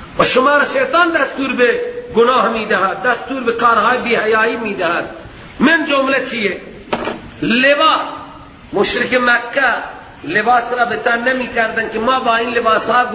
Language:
Persian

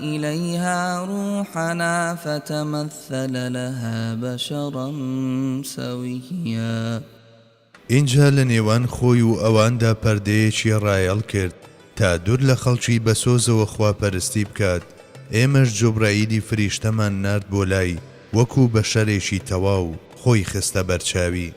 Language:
Central Kurdish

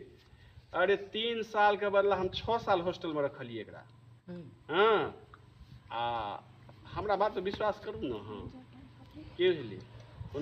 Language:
Maithili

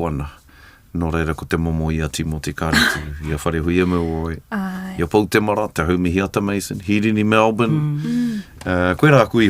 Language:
Māori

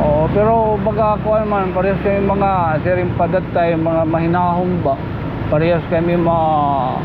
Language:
Waray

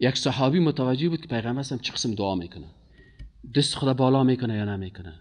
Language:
Persian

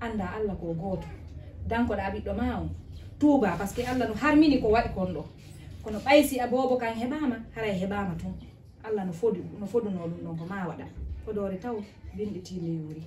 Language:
Fula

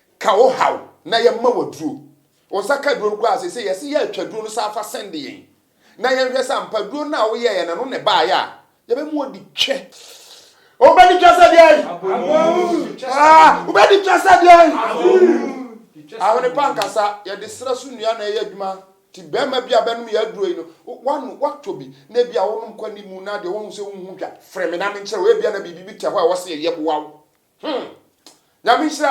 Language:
Akan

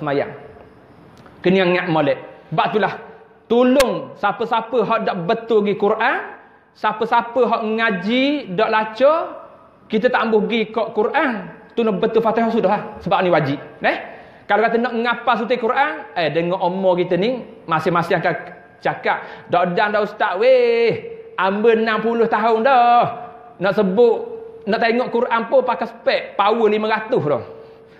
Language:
Malay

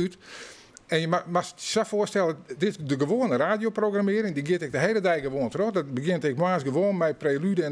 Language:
Western Frisian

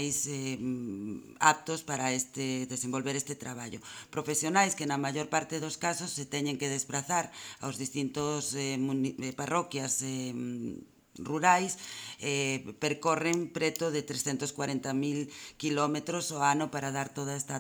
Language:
Galician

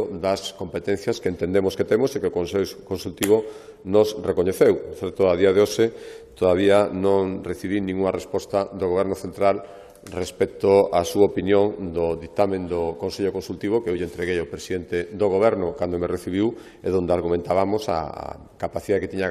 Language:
Galician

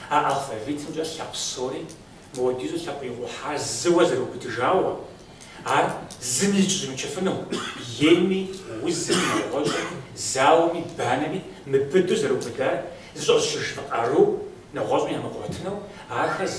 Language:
Kabardian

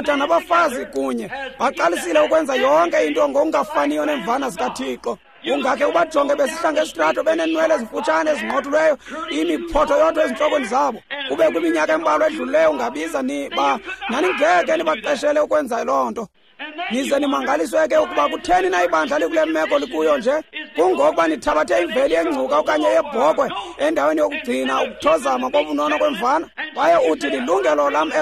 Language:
Xhosa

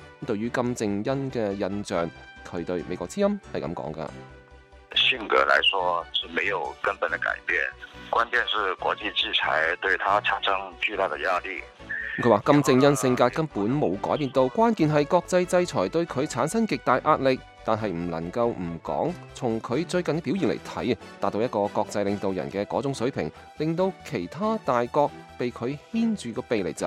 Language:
Cantonese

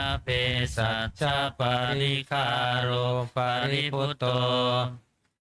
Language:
Pali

